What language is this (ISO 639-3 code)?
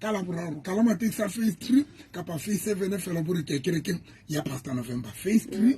sot